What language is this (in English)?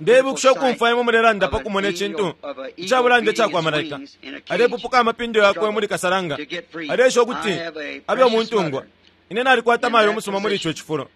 Bemba